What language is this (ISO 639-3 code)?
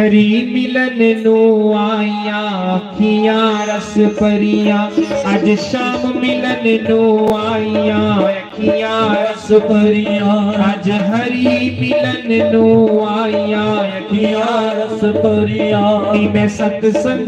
doi